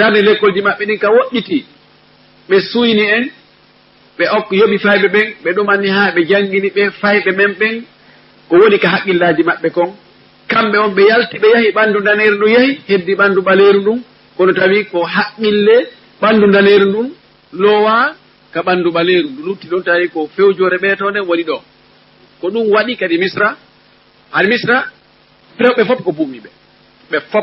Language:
Fula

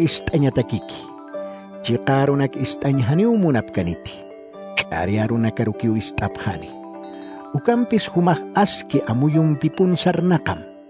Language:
Aymara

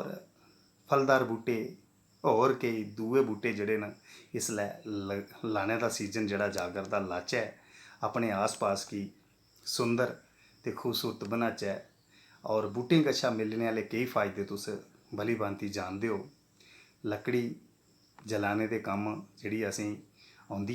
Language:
Dogri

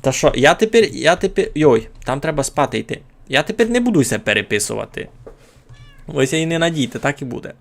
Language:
Rusyn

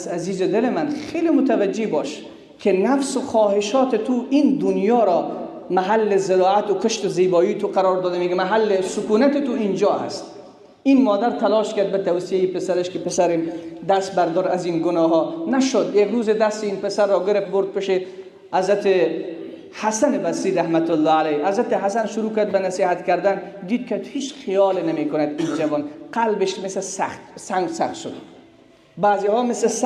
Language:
Persian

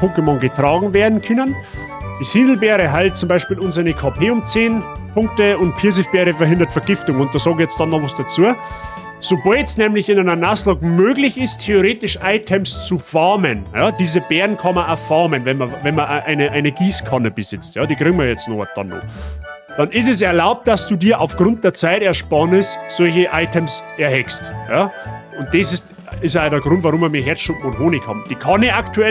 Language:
Bavarian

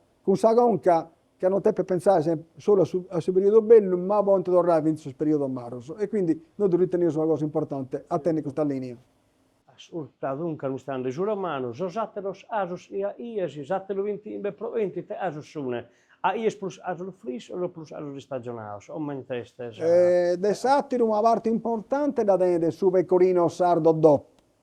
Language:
Sardinian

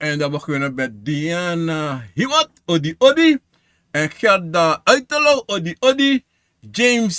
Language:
Sranan Tongo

